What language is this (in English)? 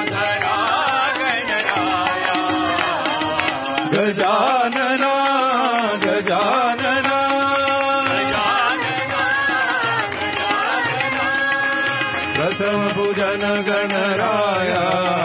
Marathi